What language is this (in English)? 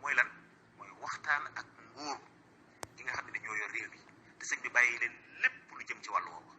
Wolof